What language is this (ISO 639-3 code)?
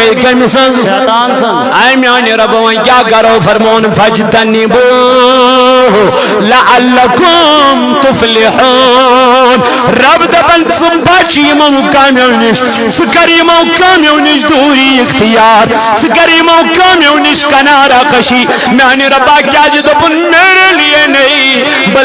kas